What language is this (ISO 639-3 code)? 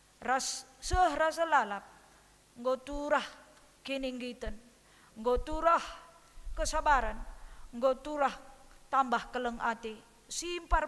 btx